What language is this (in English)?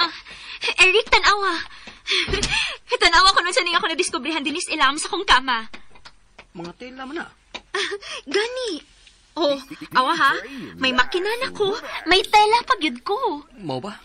Cebuano